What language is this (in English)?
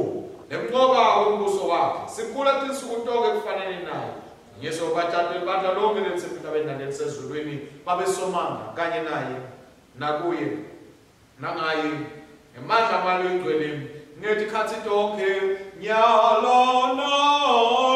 Swati